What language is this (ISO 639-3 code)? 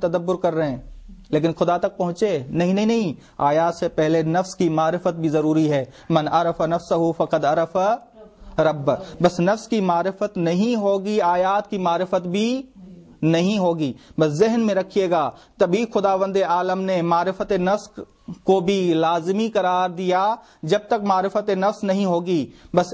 urd